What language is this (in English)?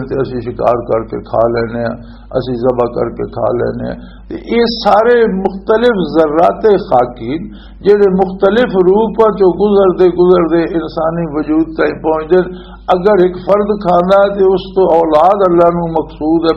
Western Panjabi